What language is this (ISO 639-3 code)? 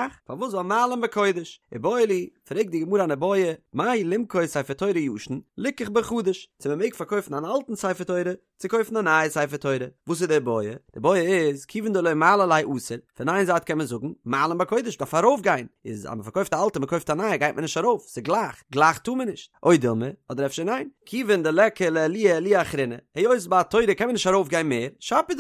yid